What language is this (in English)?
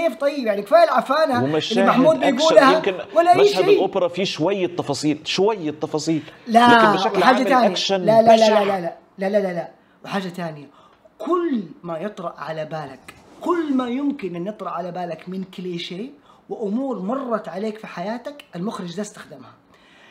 Egyptian Arabic